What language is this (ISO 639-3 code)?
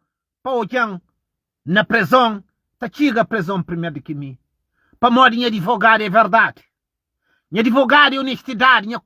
kea